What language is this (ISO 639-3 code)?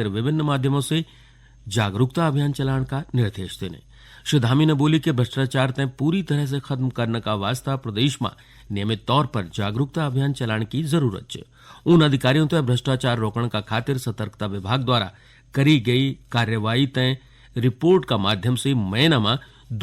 gbm